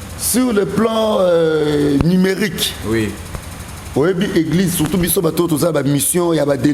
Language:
Lingala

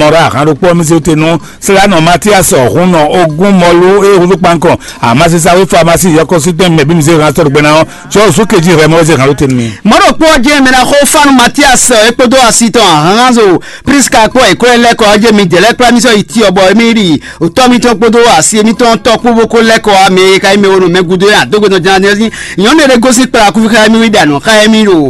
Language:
Fon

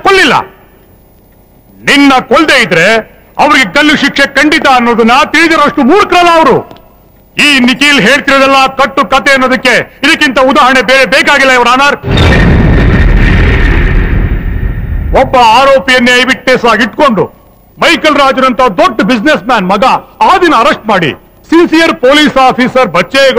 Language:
Kannada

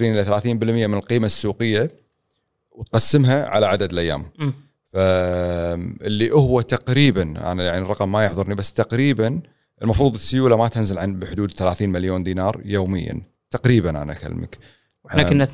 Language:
Gulf Arabic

